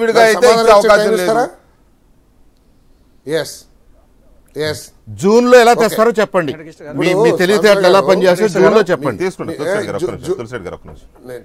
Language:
Telugu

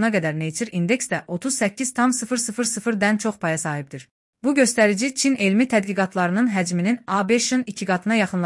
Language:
Azerbaijani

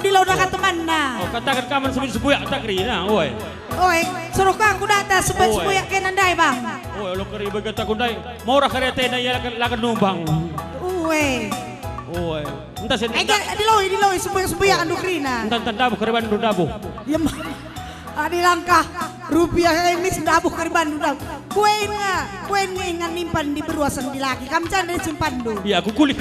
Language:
Batak Karo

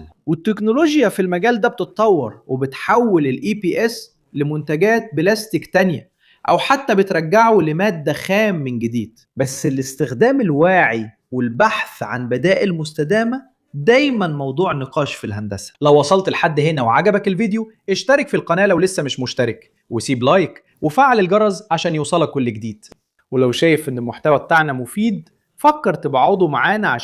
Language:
Egyptian Arabic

